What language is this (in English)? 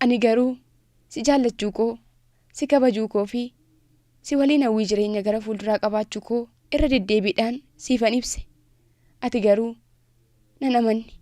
Oromo